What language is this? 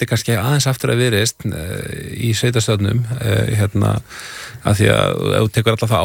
Icelandic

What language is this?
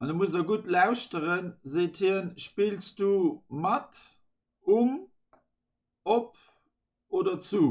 Luxembourgish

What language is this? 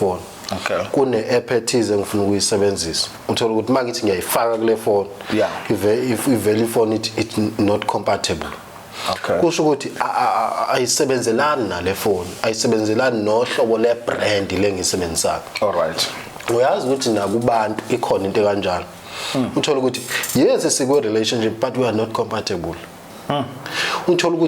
Zulu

